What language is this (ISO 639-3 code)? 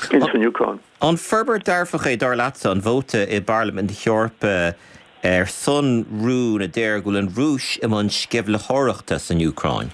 gle